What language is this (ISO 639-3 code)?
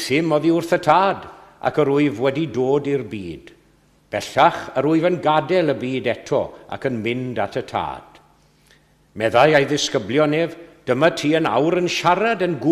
cym